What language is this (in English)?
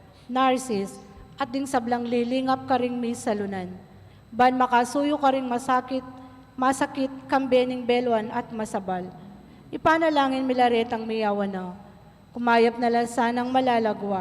Pampanga